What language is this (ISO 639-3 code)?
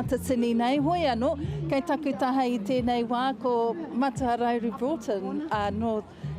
mri